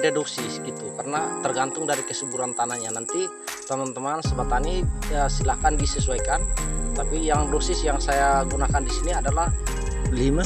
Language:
Indonesian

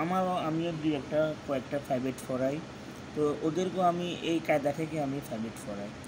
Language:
Bangla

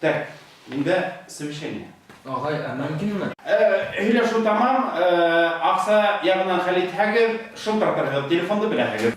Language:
Bashkir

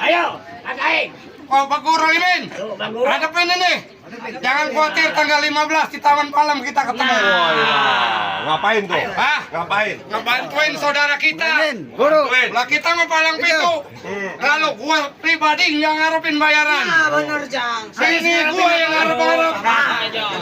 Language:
Betawi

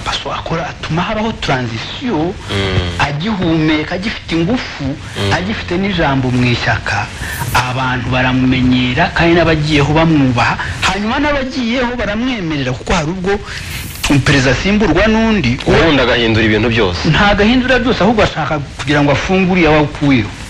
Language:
Kinyarwanda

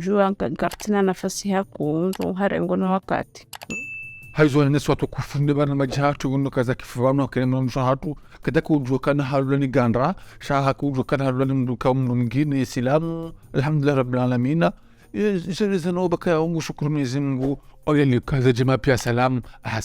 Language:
Ngazidja Comorian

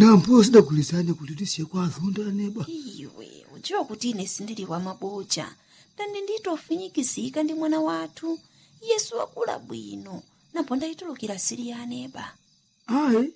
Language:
Nyanja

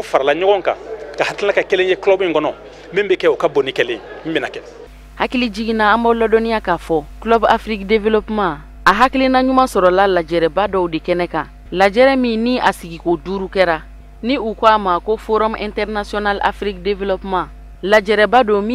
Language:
Bambara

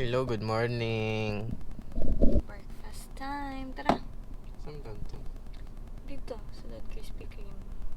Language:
Cebuano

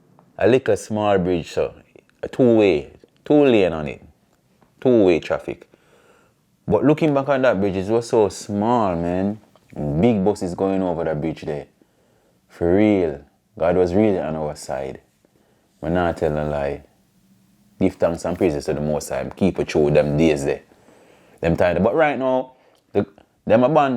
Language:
Jamaican Creole English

